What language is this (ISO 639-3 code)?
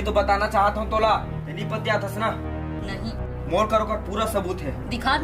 hne